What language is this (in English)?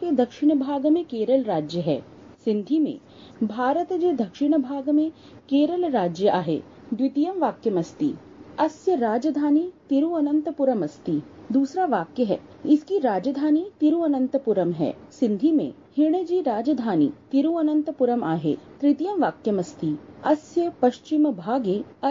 Sanskrit